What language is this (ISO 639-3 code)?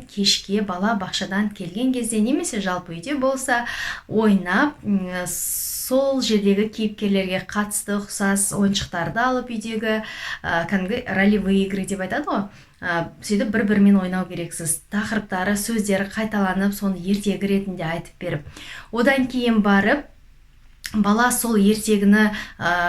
kaz